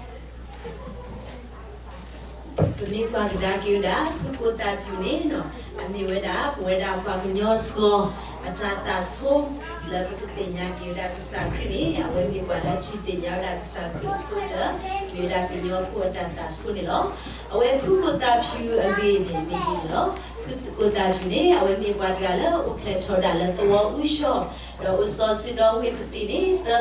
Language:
S'gaw Karen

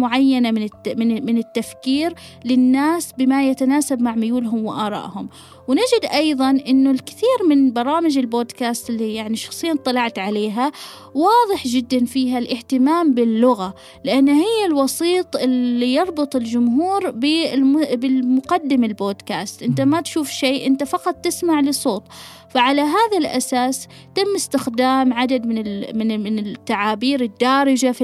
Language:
Gulf Arabic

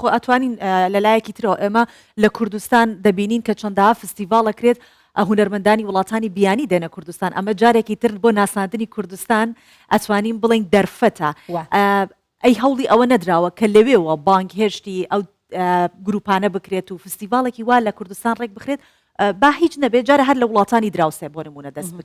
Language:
Central Kurdish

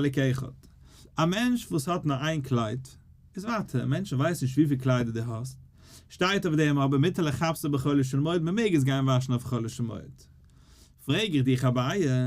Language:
Yiddish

